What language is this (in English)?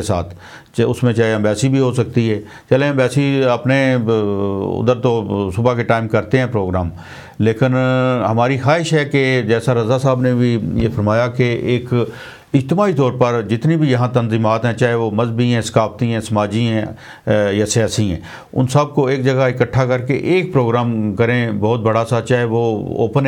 Urdu